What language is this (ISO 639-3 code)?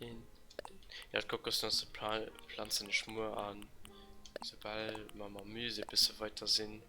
ltz